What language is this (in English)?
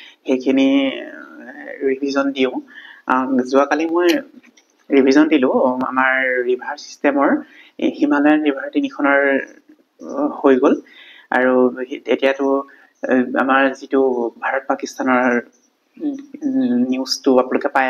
Assamese